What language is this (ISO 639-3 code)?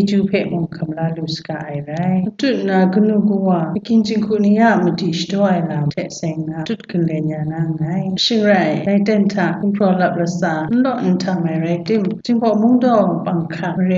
kac